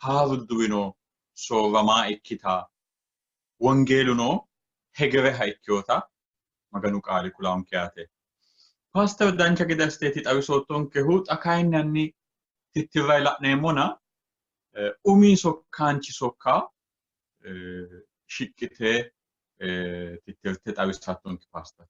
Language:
Sidamo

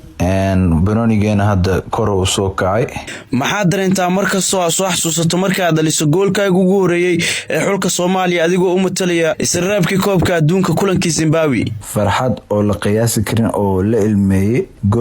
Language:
Somali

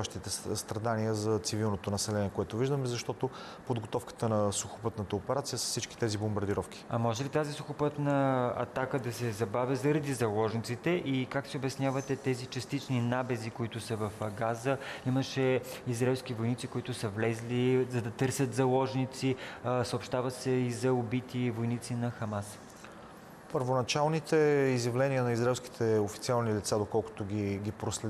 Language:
Bulgarian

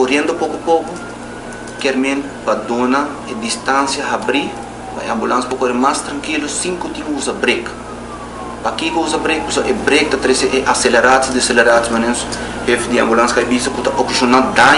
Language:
Papiamento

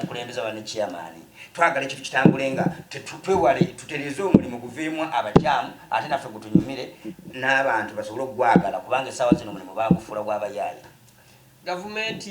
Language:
Ganda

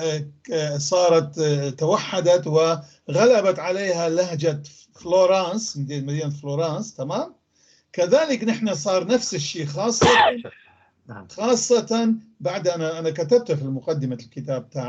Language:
North Levantine Arabic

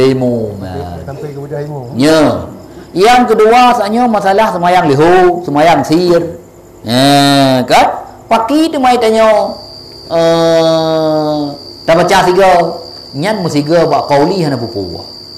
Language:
Achinese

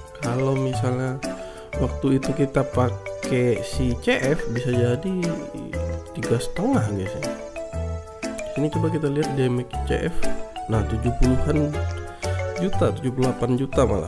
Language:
Indonesian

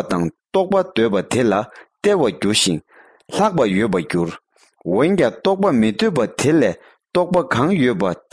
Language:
Tibetan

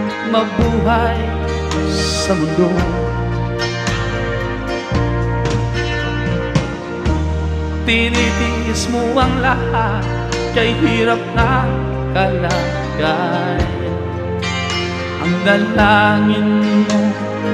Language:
Filipino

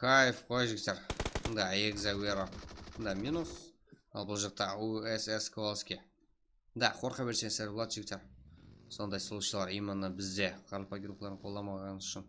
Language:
Kara-Kalpak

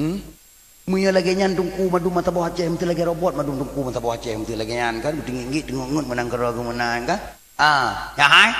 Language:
Achinese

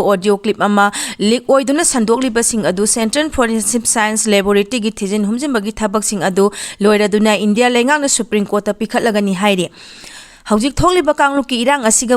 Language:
Manipuri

